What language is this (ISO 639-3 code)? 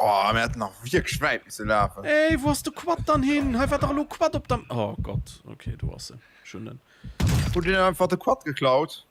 ltz